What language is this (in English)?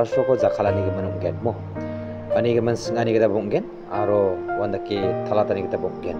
Garo